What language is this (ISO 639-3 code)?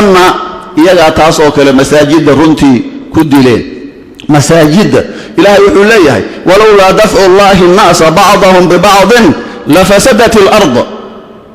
som